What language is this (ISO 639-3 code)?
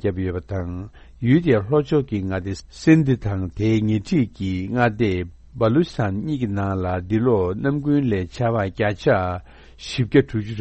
bod